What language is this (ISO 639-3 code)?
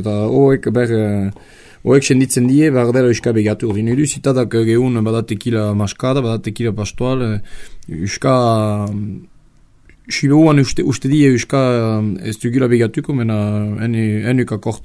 eus